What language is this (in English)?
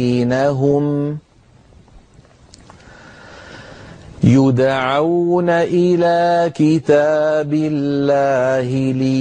Arabic